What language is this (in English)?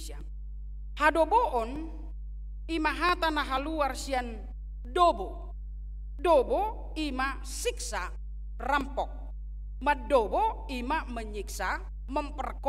Batak Toba